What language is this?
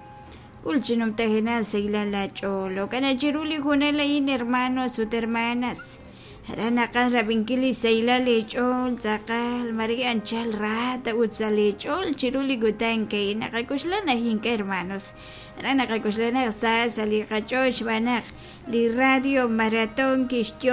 Kekchí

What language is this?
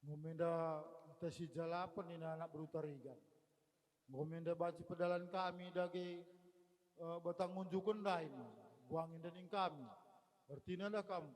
Batak Karo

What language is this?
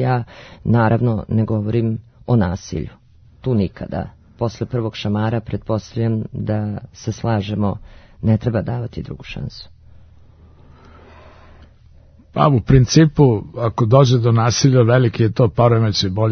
Serbian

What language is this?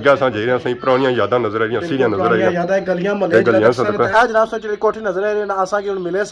Pahari-Potwari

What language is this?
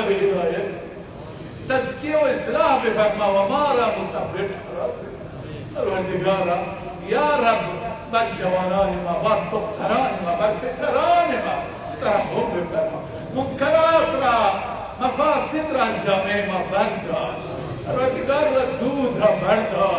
Persian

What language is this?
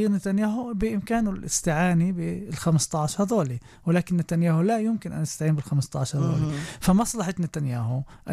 North Levantine Arabic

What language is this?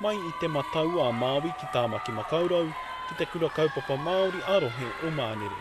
Māori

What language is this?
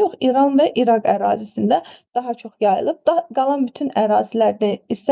Azerbaijani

